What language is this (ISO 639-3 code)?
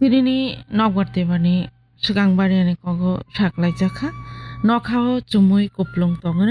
trp